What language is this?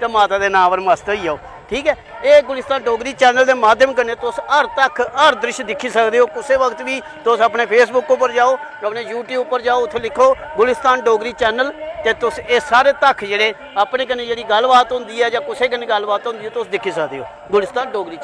Dogri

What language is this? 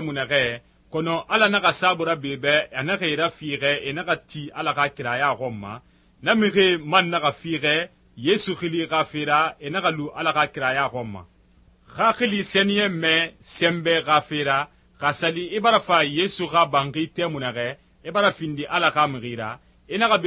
Susu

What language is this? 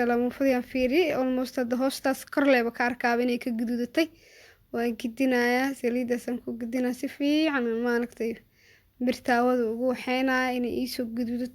Somali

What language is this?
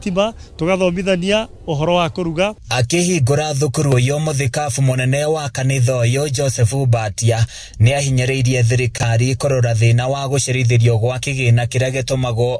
Kikuyu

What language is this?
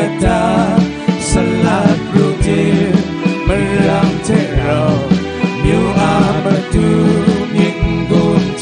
Kachin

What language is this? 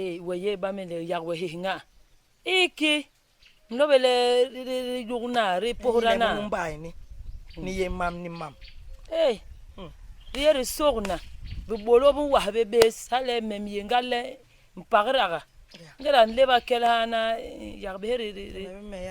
Basaa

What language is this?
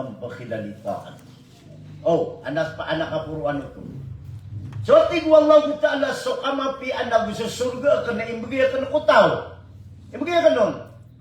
Maranao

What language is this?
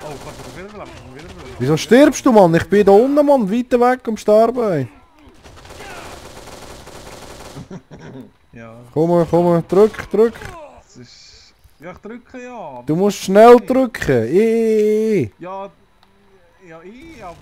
Swiss German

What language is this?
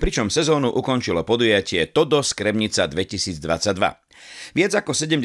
Slovak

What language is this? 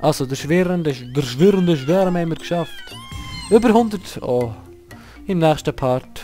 Swiss German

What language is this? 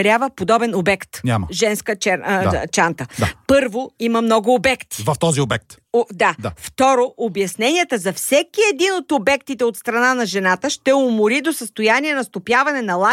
Bulgarian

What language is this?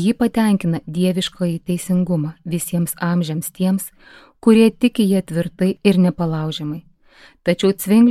Lithuanian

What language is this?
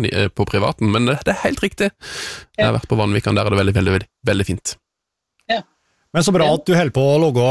Norwegian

